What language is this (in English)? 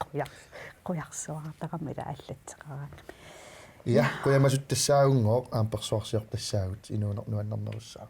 Kalaallisut